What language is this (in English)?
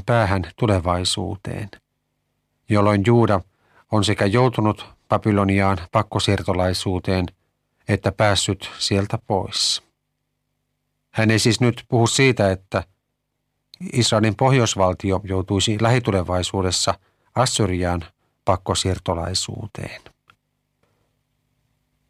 Finnish